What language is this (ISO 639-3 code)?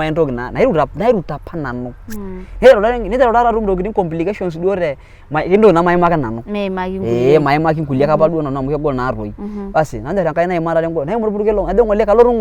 mas